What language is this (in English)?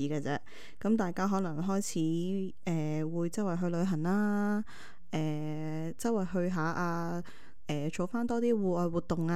Cantonese